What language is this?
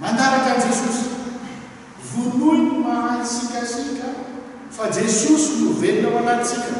Malagasy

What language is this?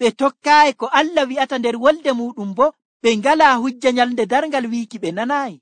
Nigerian Fulfulde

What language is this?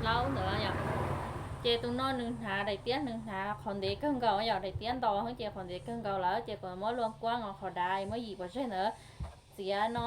Hmong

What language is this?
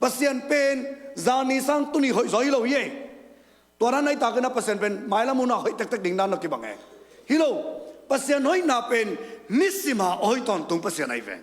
Tedim Chin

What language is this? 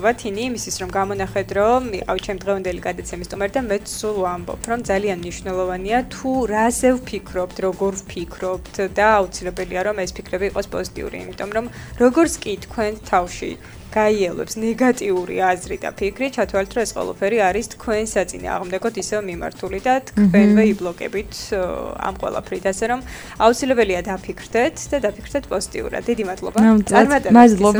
Georgian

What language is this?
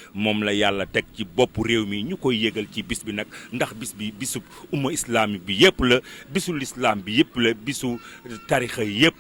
Wolof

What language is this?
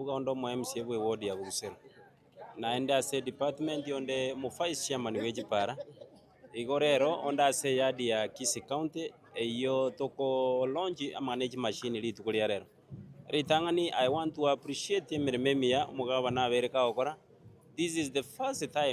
Gusii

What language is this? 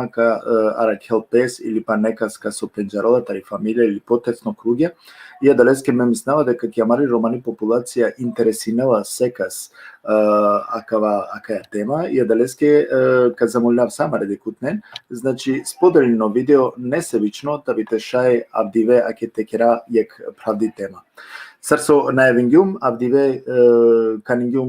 Balkan Romani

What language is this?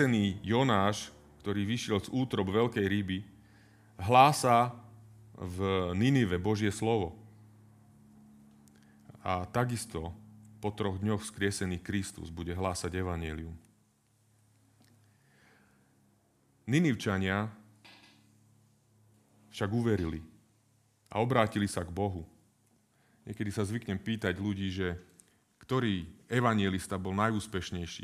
Slovak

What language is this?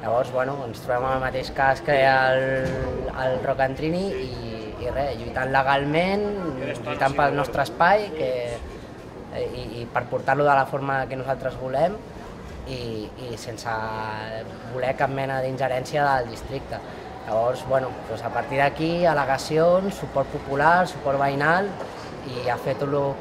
Catalan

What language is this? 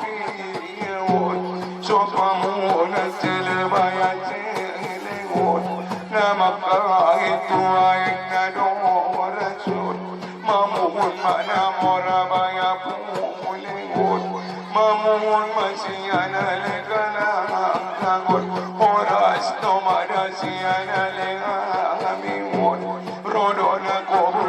Batak Angkola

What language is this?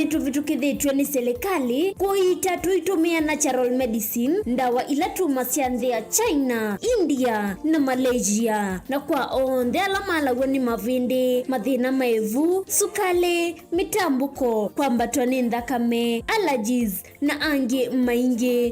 Kamba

